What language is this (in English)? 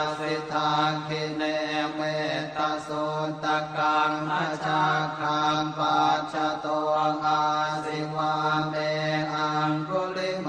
Pali